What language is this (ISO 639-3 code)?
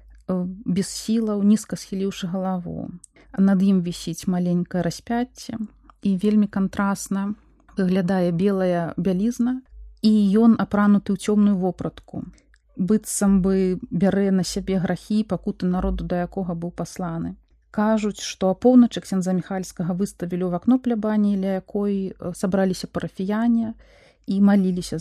bel